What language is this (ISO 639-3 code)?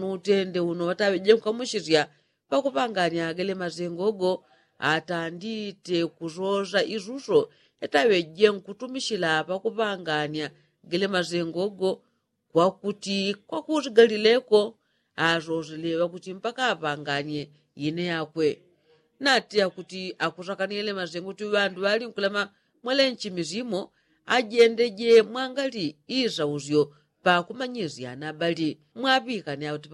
yao